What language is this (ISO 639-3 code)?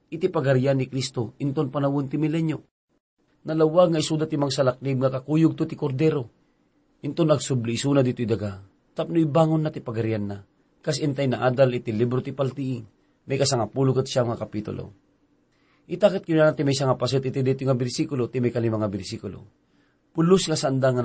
ilo